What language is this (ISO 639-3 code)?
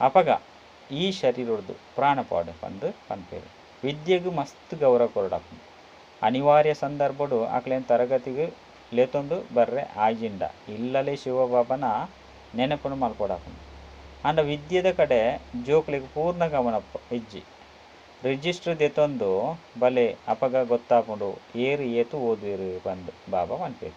tcy